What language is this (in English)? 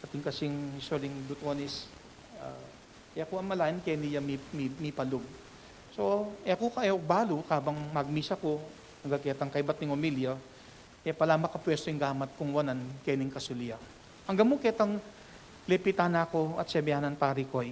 Pampanga